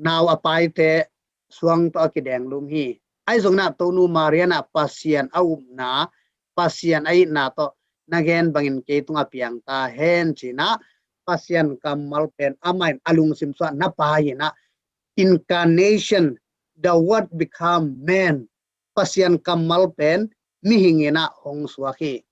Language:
Tedim Chin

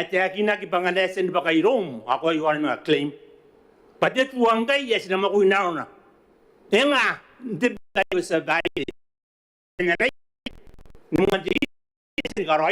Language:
Gilbertese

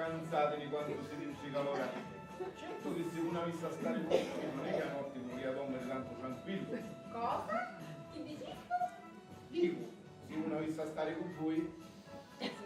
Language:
Sicilian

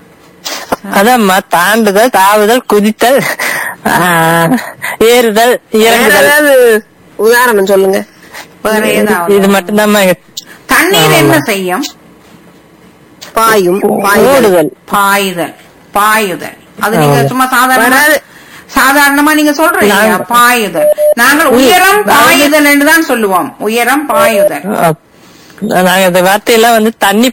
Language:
Tamil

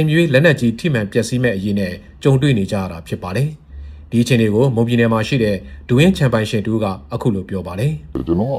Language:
Burmese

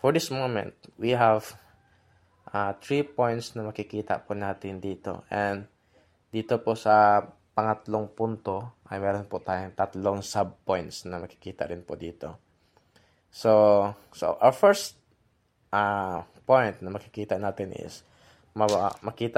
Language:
Filipino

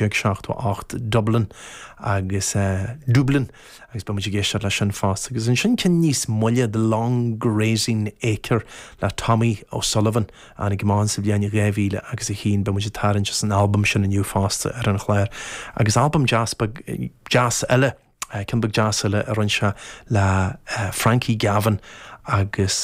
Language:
Irish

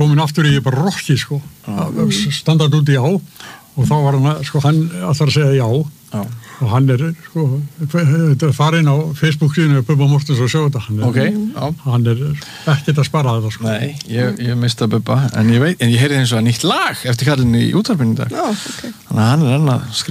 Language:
Icelandic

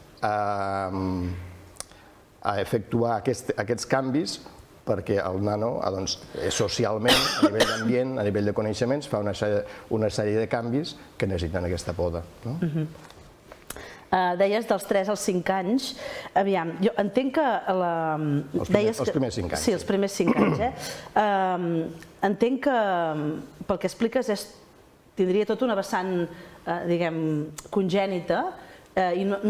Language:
Catalan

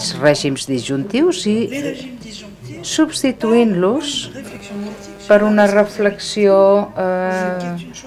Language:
Catalan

